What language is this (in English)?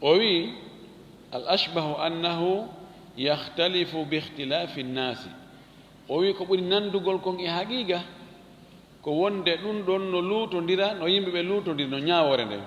Fula